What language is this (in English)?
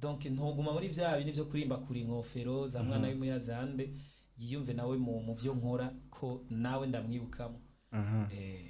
Rundi